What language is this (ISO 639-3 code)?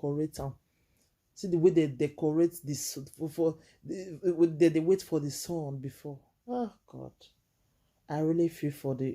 pcm